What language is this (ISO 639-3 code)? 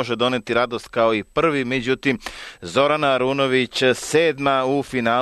srp